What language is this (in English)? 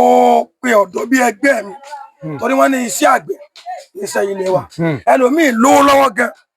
Yoruba